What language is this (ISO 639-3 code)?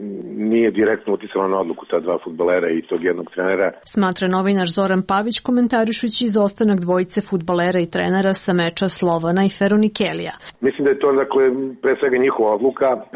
srp